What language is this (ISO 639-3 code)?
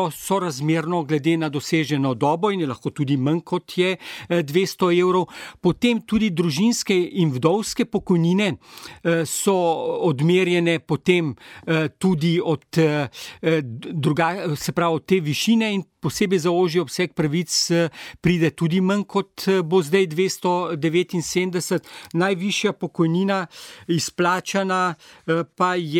slv